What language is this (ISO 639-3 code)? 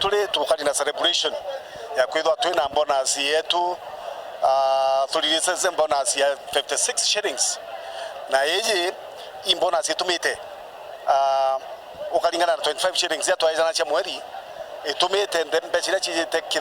mer